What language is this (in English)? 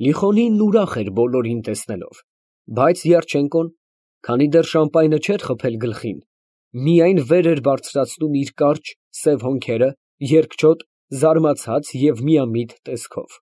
Armenian